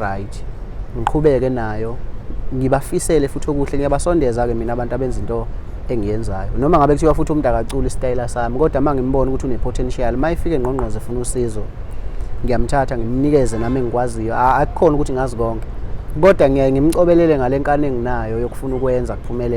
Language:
Zulu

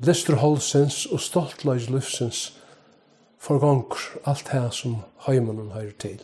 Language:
Faroese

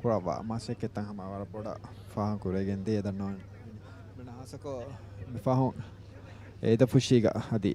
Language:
Divehi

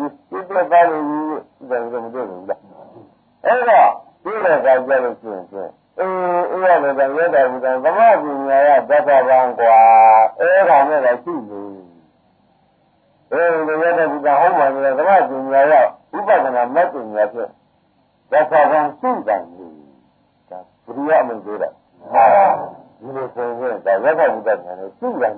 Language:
Burmese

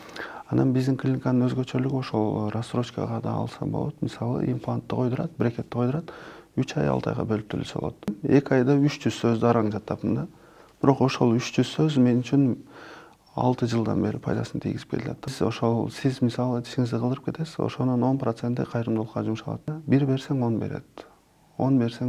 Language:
Kyrgyz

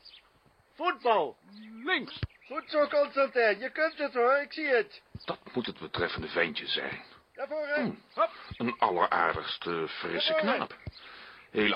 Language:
Dutch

